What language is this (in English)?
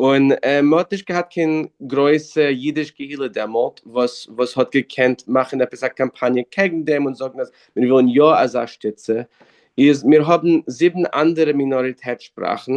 Yiddish